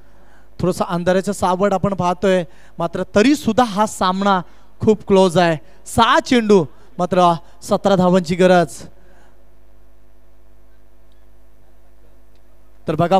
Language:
Marathi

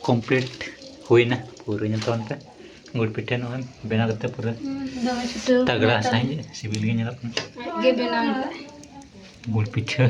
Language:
Santali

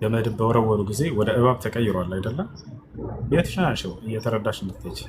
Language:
Amharic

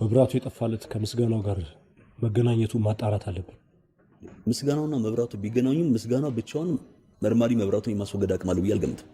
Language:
Amharic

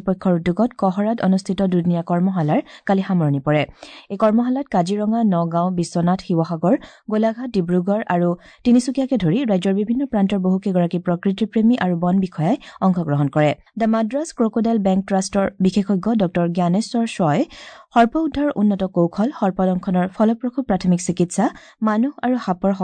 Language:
Assamese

